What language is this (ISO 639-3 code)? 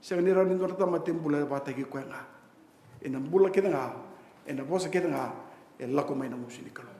fij